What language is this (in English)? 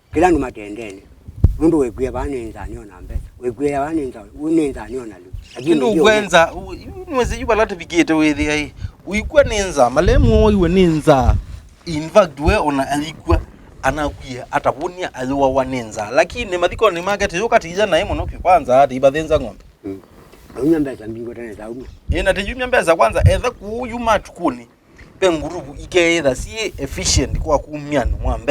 Kamba